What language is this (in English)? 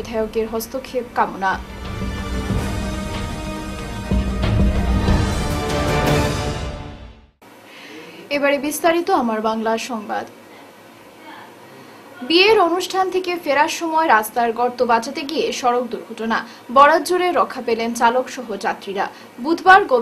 Bangla